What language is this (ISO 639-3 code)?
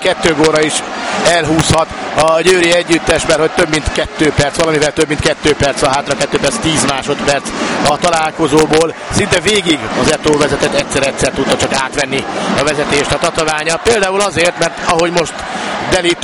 hun